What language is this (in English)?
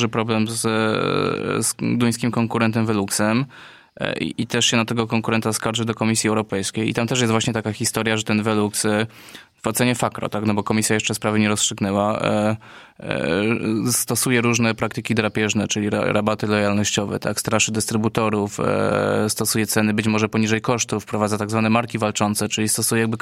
Polish